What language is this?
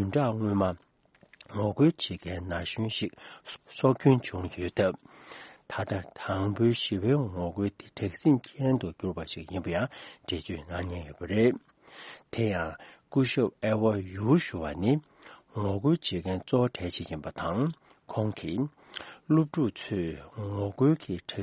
Tibetan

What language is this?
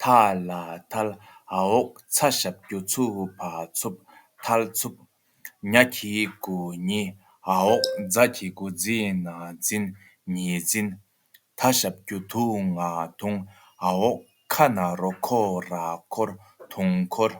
Tibetan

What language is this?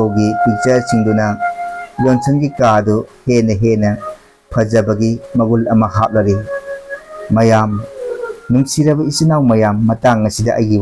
Manipuri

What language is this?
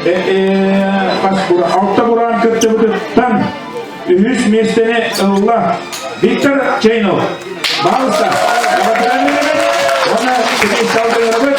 Yakut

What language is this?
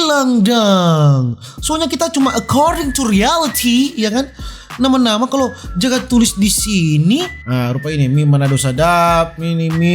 Manado Malay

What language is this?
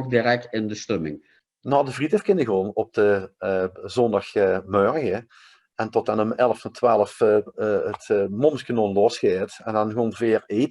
Limburgish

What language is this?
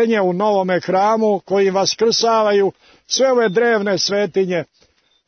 Serbian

